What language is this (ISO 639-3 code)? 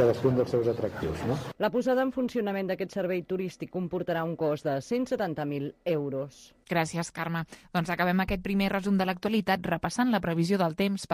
cat